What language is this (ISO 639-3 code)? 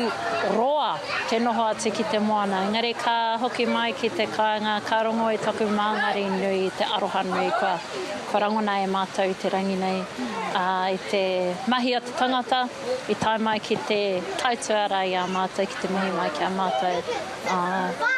mri